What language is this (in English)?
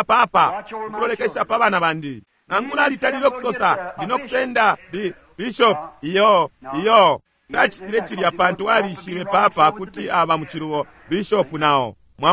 Bemba